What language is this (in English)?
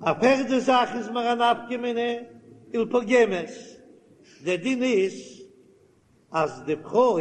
Yiddish